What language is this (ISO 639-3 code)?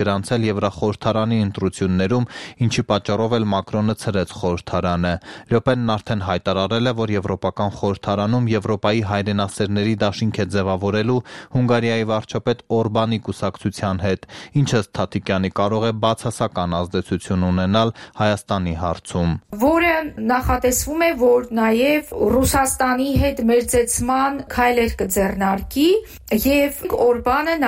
hye